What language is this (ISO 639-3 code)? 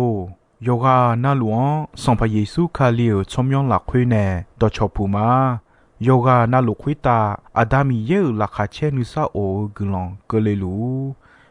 ahk